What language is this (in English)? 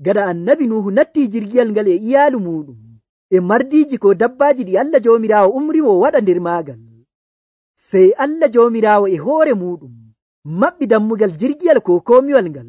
Nigerian Fulfulde